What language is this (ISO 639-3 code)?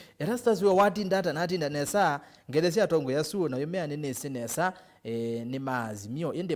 kam